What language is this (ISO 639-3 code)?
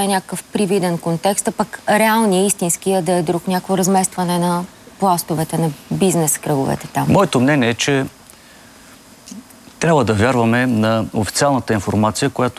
bul